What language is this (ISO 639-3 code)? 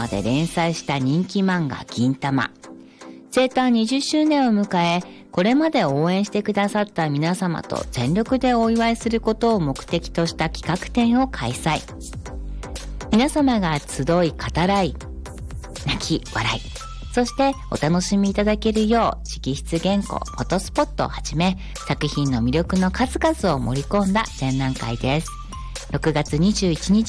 jpn